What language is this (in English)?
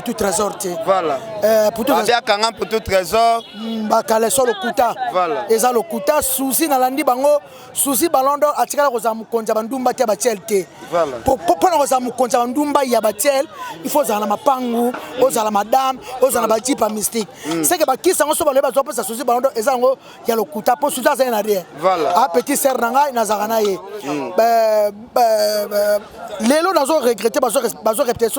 Lingala